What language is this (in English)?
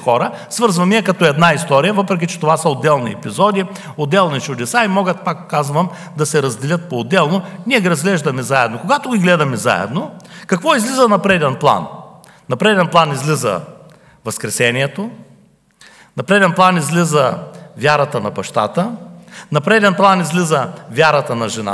Bulgarian